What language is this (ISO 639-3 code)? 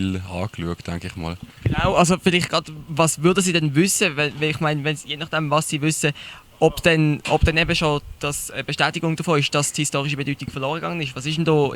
gsw